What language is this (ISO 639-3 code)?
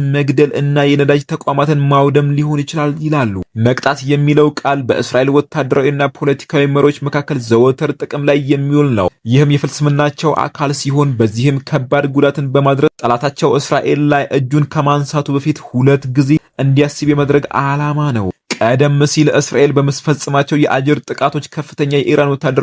amh